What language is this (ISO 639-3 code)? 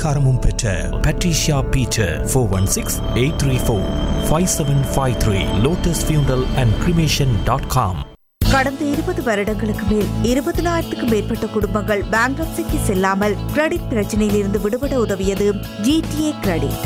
tam